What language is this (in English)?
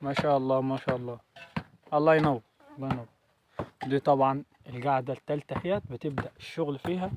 Egyptian Arabic